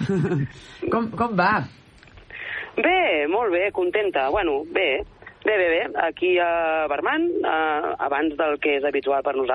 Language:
Catalan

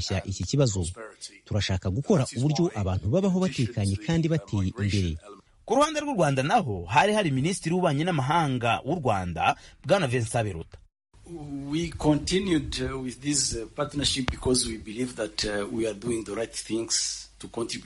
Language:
Kinyarwanda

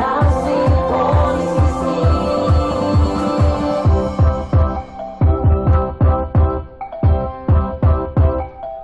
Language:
Malay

